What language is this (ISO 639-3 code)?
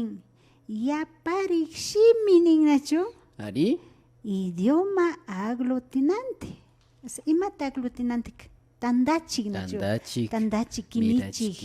qvi